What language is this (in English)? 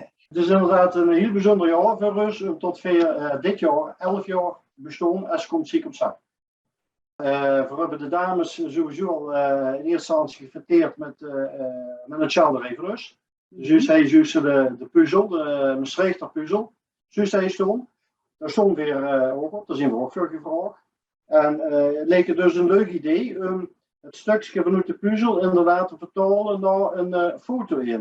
Limburgish